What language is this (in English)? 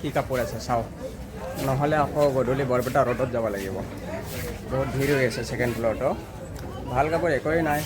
Assamese